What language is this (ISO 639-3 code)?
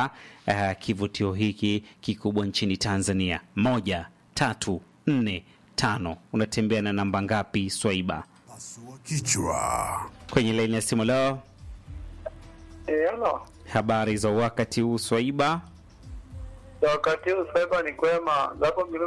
swa